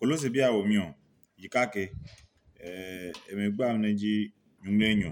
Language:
Adangme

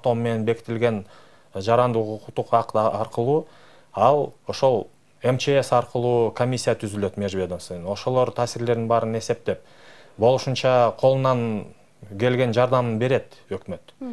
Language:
Kyrgyz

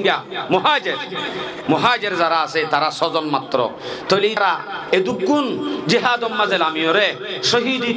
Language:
Rohingya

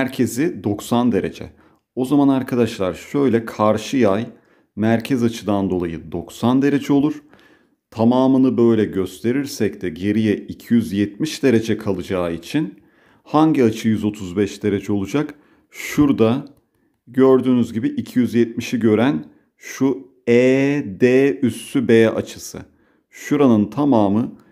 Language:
Turkish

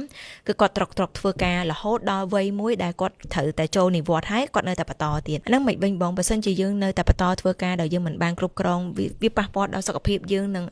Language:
Khmer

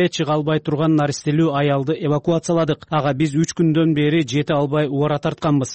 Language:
Kyrgyz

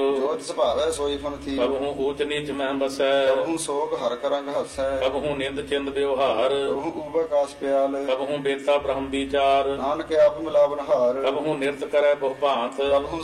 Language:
Punjabi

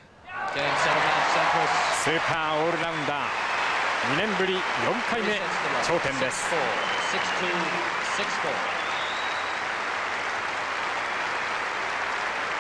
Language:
Japanese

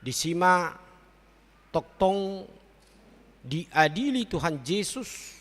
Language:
Batak Toba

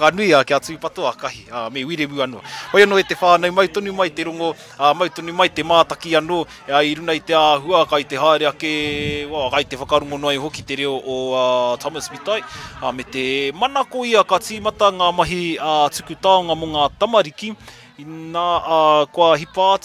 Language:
Māori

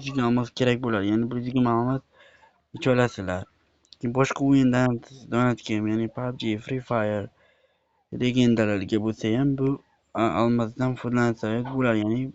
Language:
Uzbek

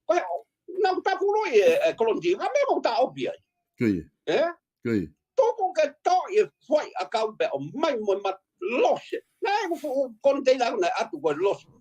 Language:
Tongan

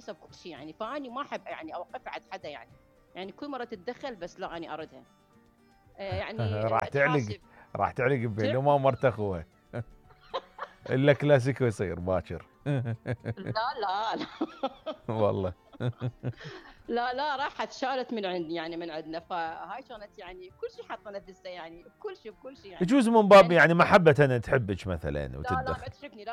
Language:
Mesopotamian Arabic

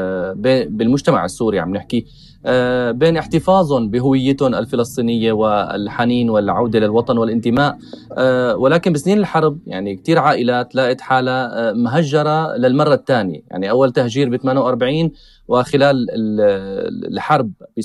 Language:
North Levantine Arabic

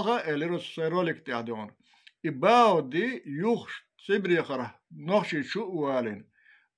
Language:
Chechen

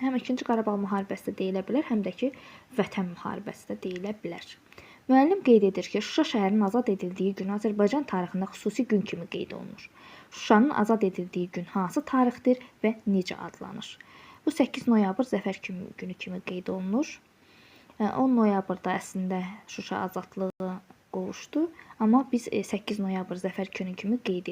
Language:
Azerbaijani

